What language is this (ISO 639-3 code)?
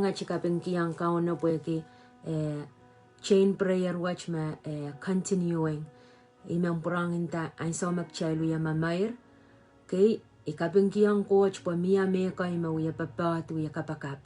pon